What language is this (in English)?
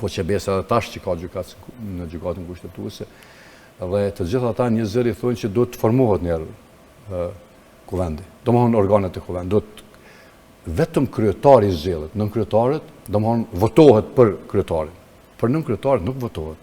Albanian